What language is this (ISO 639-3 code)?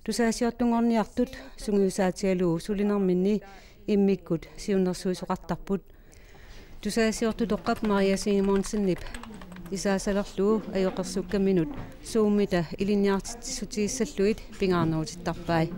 kal